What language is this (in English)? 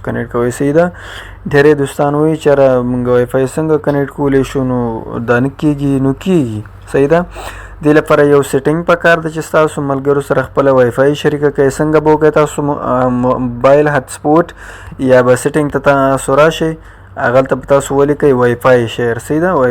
Pashto